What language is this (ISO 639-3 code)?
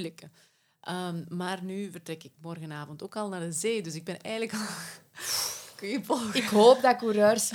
nld